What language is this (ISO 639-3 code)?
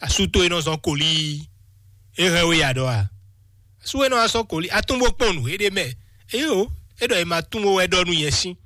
fon